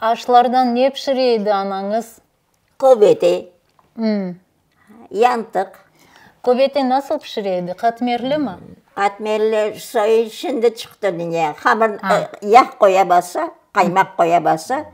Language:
Crimean Tatar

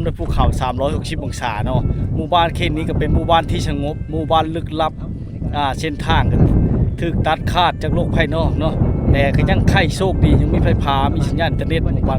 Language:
Lao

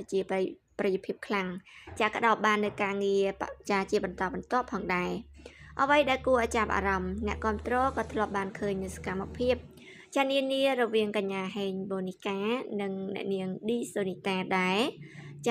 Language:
Khmer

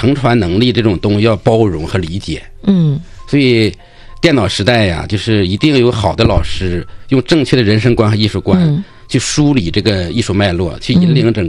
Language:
Chinese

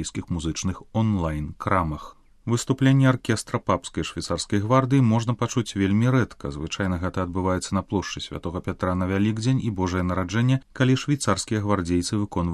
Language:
Belarusian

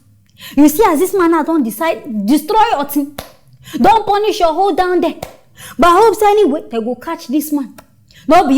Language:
Nigerian Pidgin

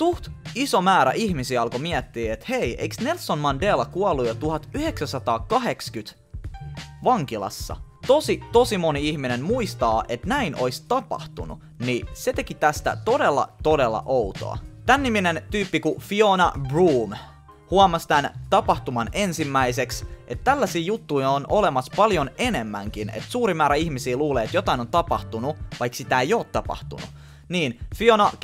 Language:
Finnish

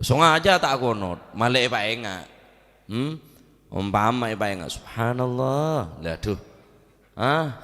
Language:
Madurese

